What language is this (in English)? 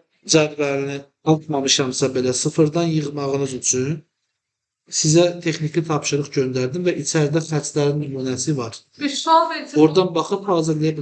Azerbaijani